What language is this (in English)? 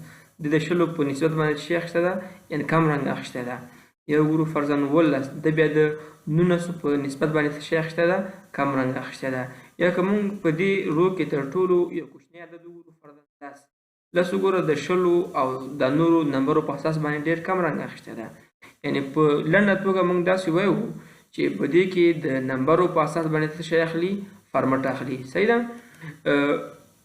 Pashto